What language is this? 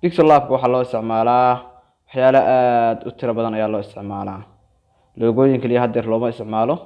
Somali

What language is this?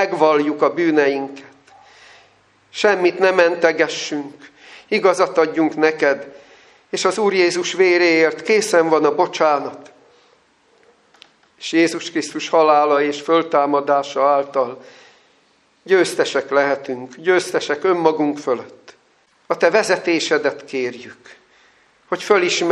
Hungarian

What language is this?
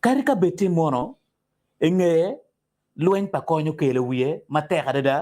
Acoli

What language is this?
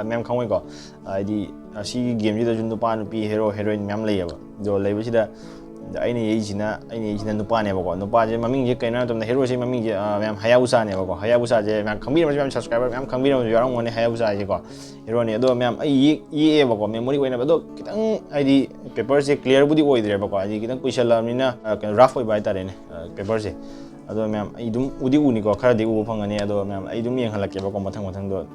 Manipuri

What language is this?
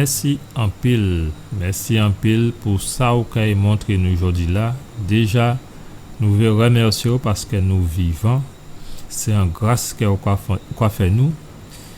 Guadeloupean Creole French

